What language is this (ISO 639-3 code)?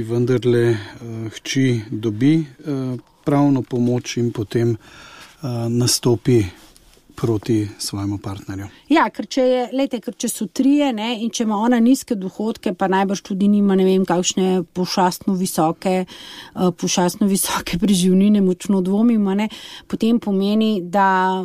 slv